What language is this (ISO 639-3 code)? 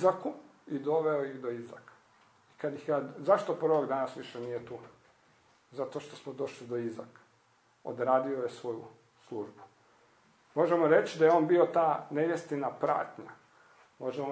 hrv